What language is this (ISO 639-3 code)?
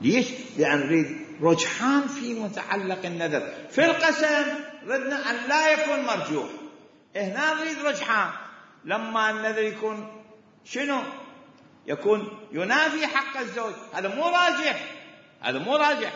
acm